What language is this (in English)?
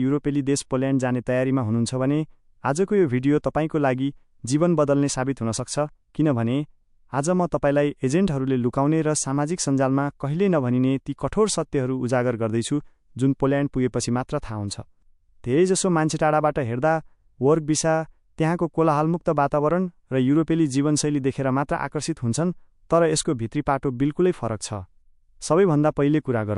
Nepali